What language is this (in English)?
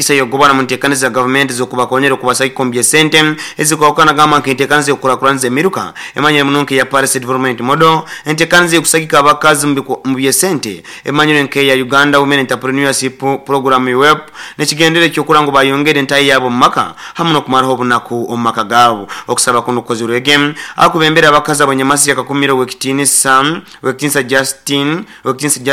Nyoro